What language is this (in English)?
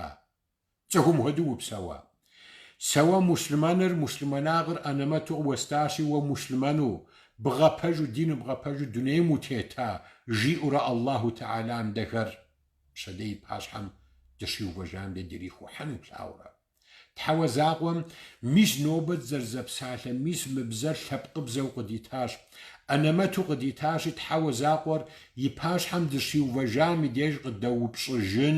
Kabardian